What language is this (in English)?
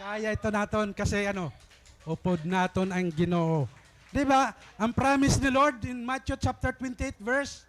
Waray